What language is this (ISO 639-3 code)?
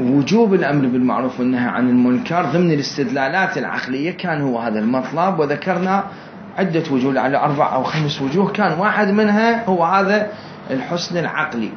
acm